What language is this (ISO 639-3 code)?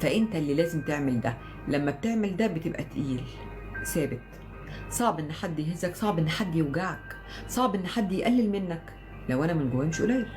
arz